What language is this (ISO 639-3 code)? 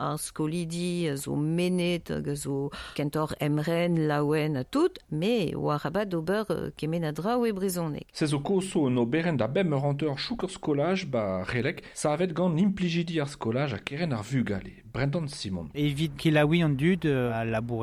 bre